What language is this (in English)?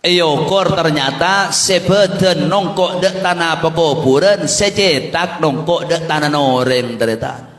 Madurese